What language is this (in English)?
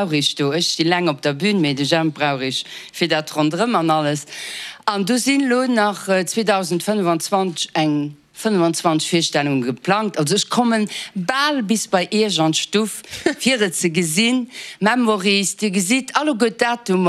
Luxembourgish